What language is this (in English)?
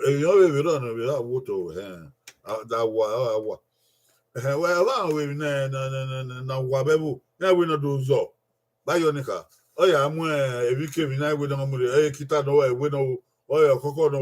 Bini